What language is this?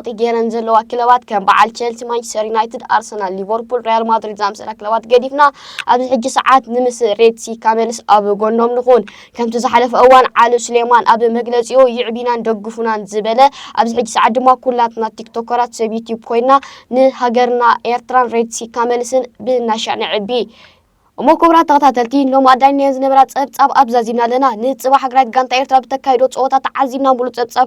Tigrinya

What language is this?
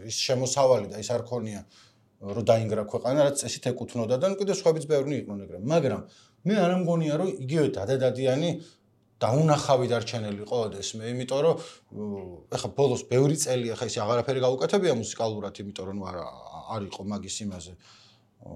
Georgian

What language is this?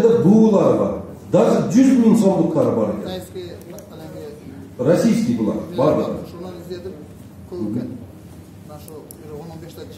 Kyrgyz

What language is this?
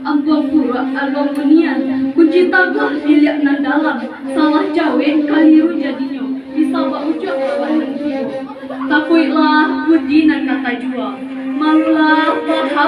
Minangkabau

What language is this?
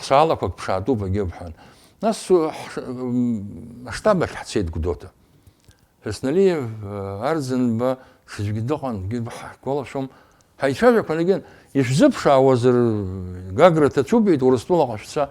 Abkhazian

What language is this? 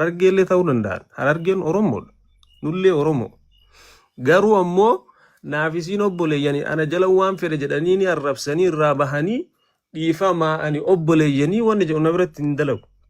Oromo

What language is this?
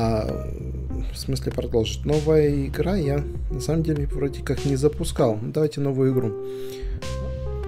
Russian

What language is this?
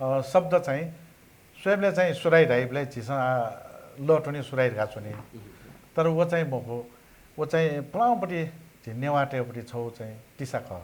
Newari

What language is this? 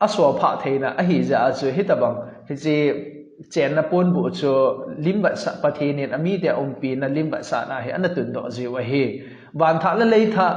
Thado Chin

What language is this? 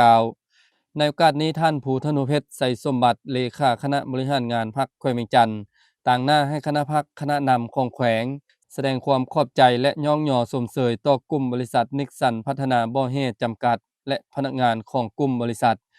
Lao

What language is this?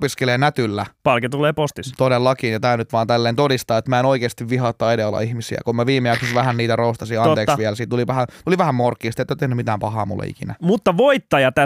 Finnish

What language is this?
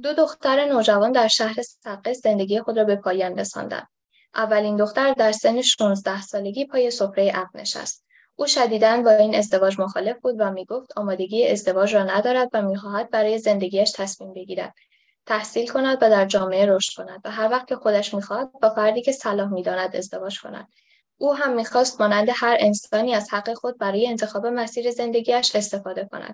Persian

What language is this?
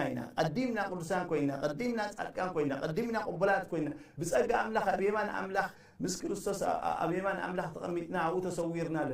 Tigrinya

